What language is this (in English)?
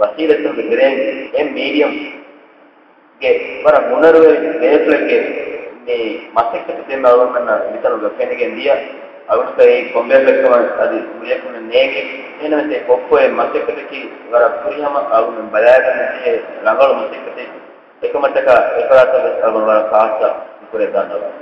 Divehi